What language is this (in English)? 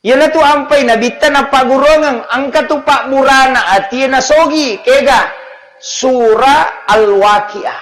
Buginese